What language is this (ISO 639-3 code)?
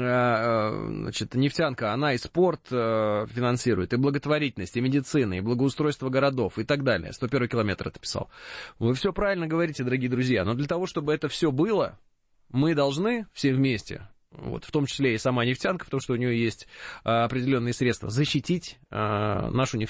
rus